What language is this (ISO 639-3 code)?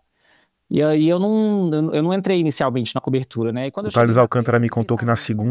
por